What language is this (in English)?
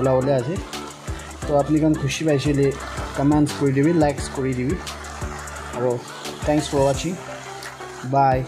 Naga Pidgin